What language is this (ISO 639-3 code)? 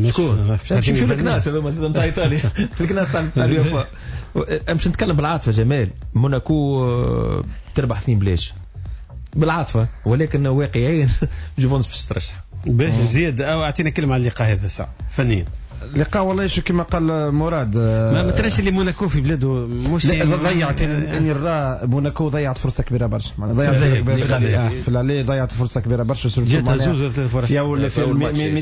aeb